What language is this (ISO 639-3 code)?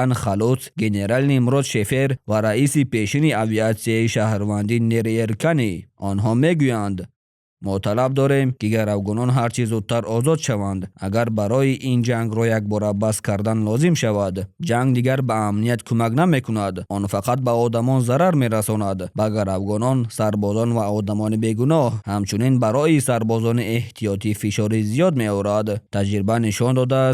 tgk